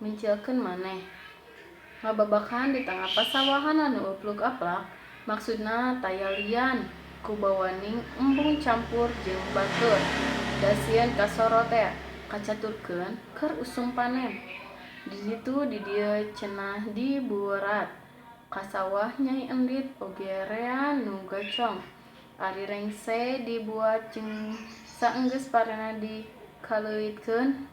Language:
Sundanese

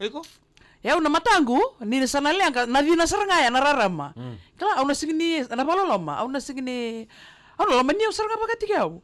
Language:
Fijian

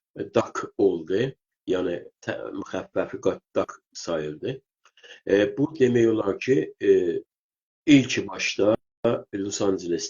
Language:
South Azerbaijani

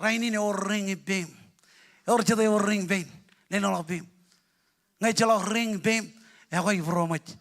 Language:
Marshallese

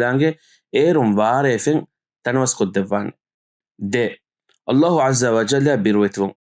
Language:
Divehi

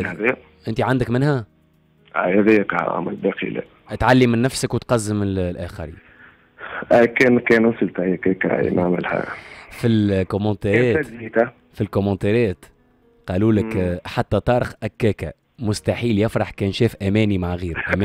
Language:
Tunisian Arabic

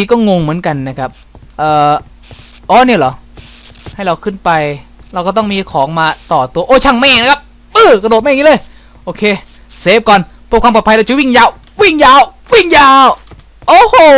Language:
Thai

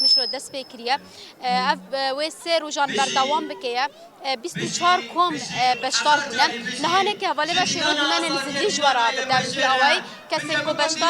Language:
Kurdish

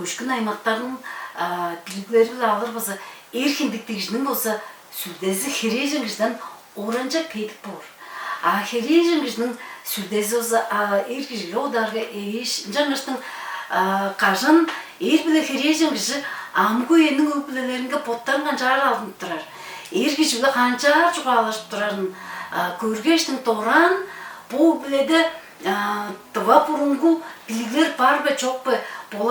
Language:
Tuvinian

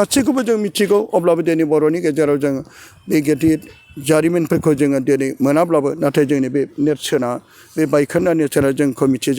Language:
Bodo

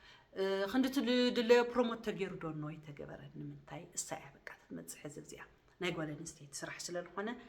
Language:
Tigrinya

